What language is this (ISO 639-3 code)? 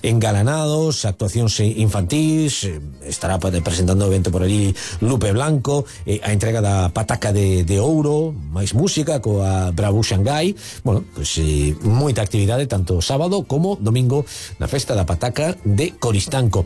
glg